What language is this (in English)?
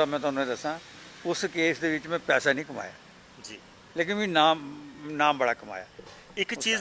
Dogri